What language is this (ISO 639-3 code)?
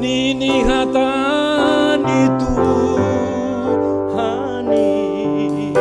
bts